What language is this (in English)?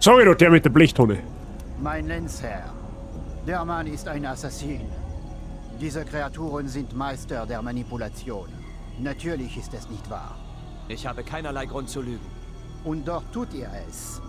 Bavarian